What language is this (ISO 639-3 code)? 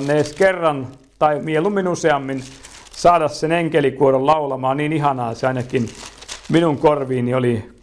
fin